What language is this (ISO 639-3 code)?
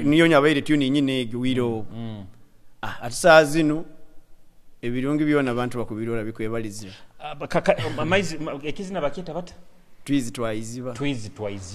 nyo